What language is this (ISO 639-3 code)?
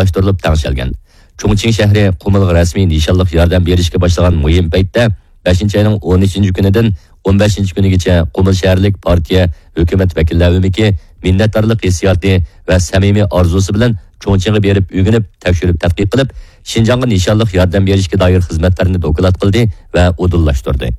uig